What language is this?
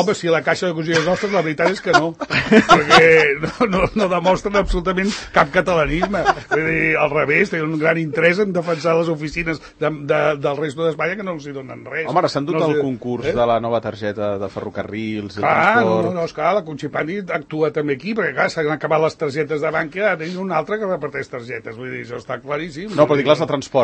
Catalan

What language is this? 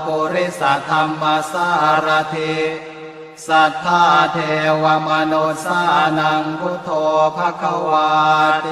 Pali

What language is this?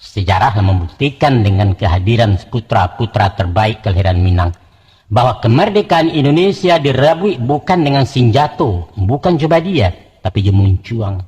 Minangkabau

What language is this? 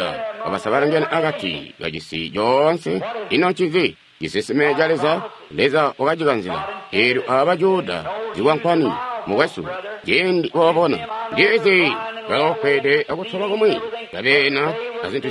Tonga (Zambia)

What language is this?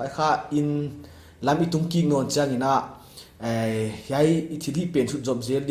Paite Chin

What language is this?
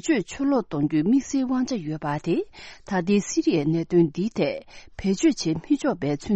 Tibetan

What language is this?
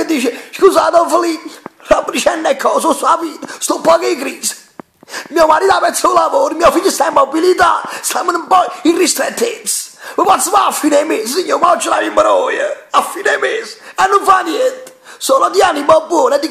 Neapolitan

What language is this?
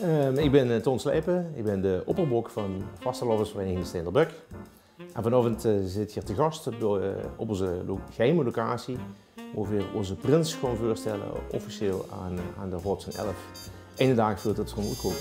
Limburgish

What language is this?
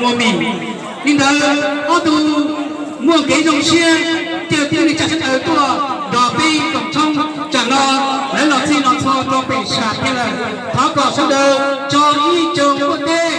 Hmong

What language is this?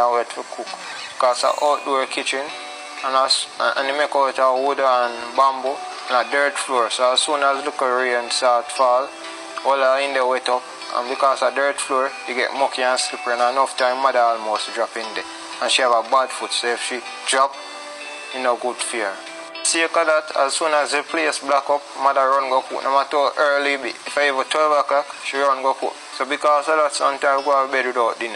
Jamaican Creole English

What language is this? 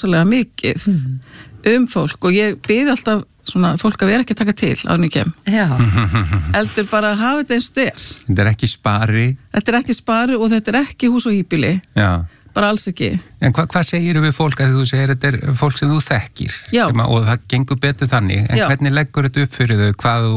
Icelandic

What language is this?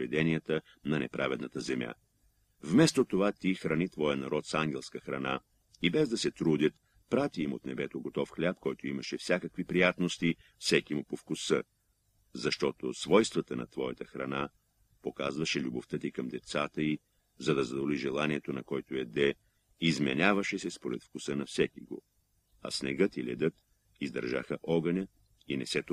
Bulgarian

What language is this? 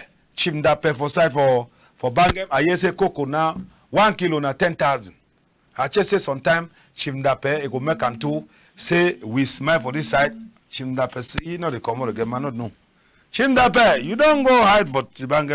Cameroon Pidgin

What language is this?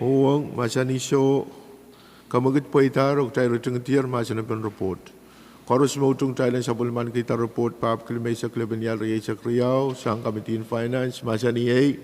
Pohnpeian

